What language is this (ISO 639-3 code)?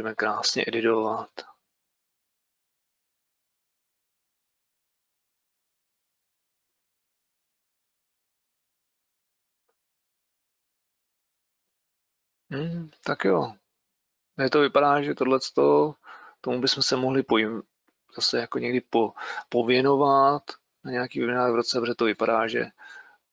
ces